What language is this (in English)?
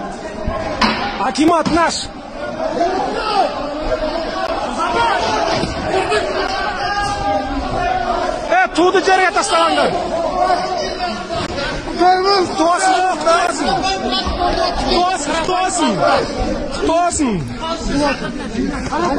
Kazakh